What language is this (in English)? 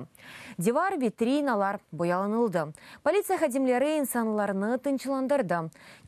Crimean Tatar